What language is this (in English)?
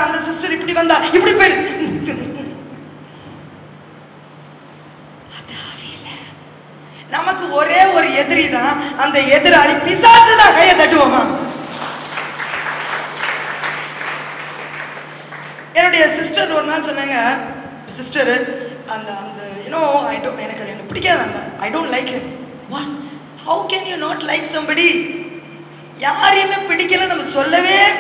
Tamil